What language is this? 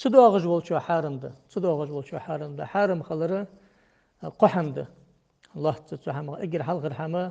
Ingush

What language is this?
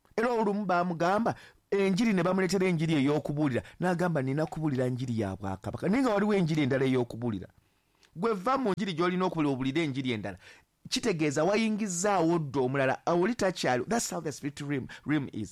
Ganda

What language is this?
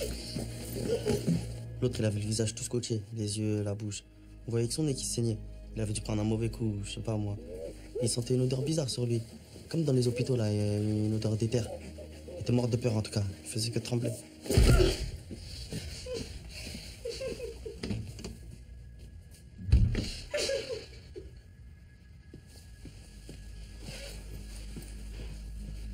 French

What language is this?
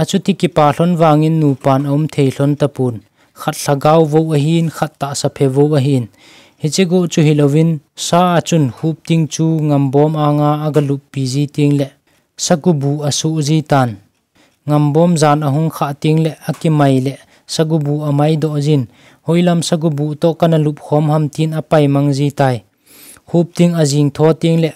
Thado Chin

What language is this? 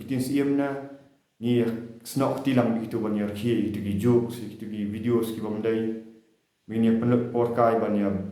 Khasi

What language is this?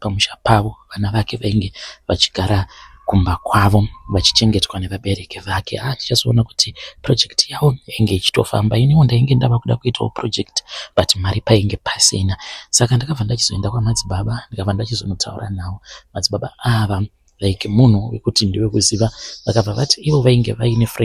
Shona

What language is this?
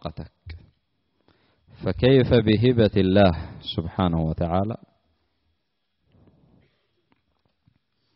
Arabic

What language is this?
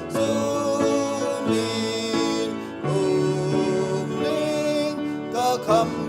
Hakha Chin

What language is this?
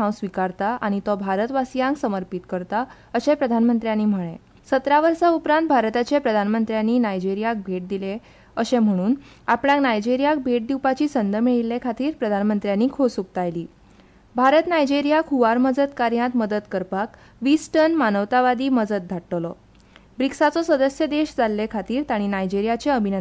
Konkani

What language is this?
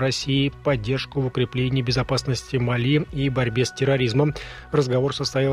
Russian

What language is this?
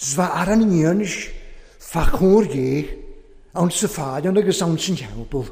Welsh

